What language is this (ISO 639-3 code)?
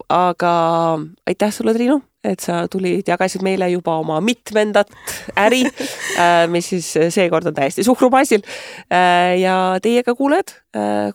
est